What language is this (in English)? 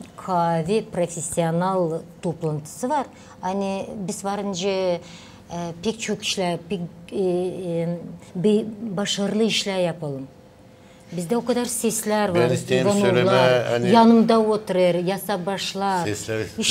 Gagauz